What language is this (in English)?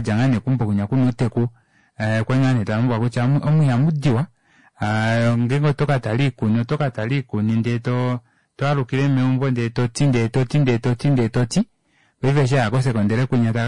Kuanyama